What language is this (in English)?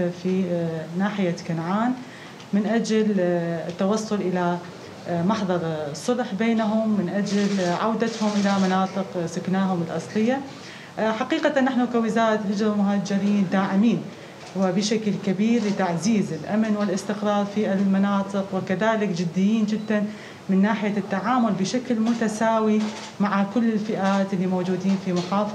Mesopotamian Arabic